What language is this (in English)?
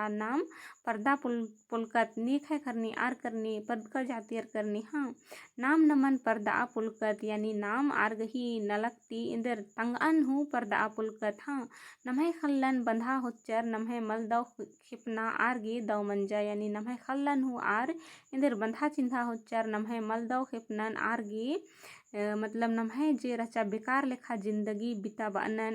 Kurukh